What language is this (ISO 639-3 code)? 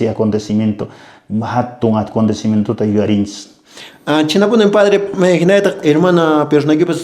que